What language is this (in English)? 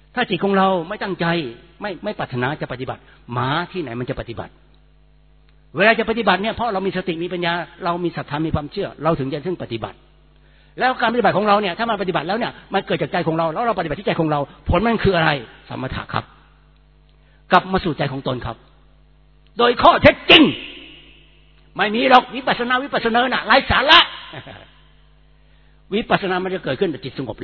Thai